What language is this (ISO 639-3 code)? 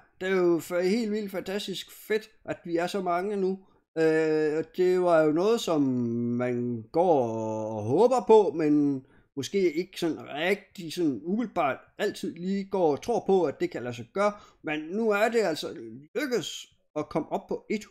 dan